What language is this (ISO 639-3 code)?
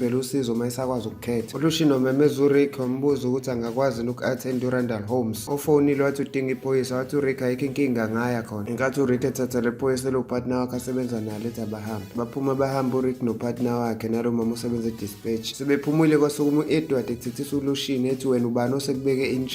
zul